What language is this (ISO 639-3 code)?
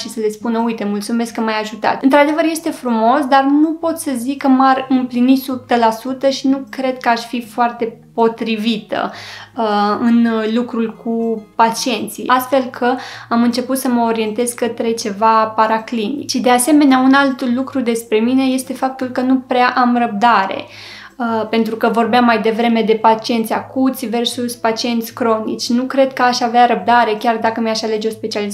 ron